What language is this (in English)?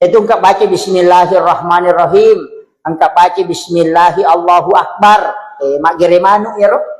Buginese